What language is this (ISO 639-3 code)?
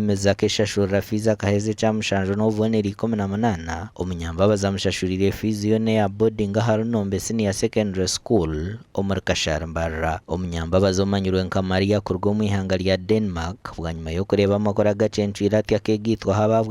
nyn